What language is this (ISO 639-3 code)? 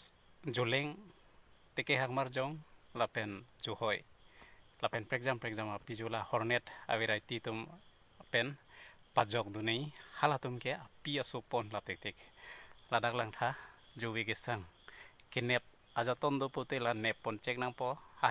mjw